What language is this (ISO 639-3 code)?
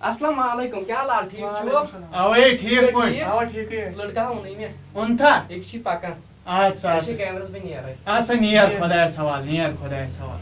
kas